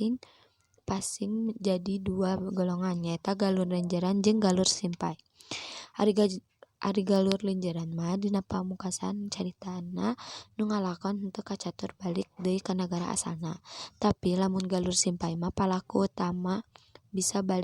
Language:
Sundanese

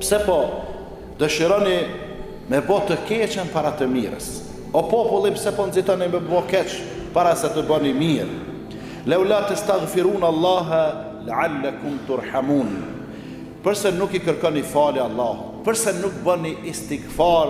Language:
Albanian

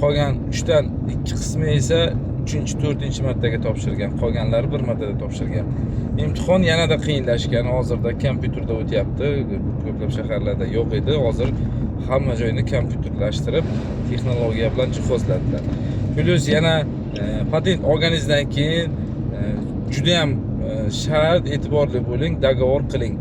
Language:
Uzbek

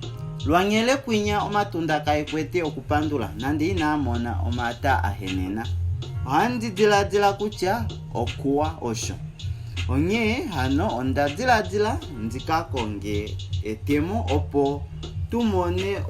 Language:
Kuanyama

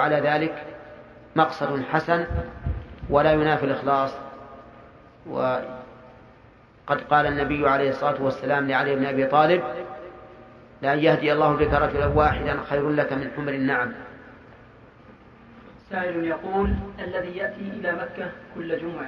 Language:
Arabic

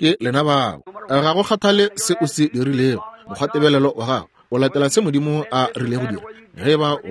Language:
Northern Sotho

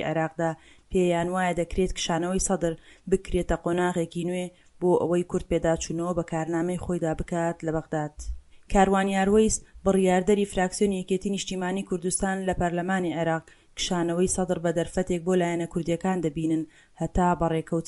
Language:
Central Kurdish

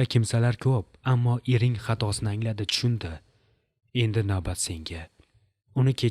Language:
Uzbek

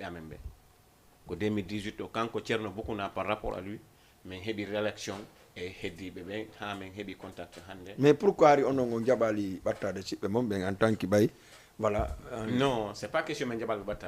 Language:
Fula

